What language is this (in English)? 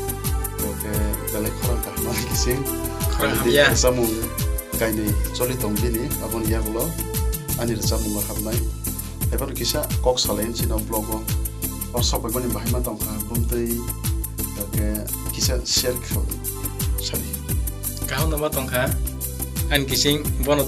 Kok Borok